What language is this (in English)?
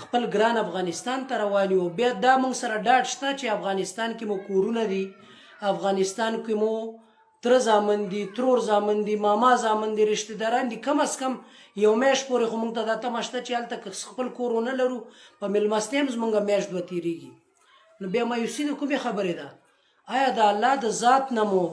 Pashto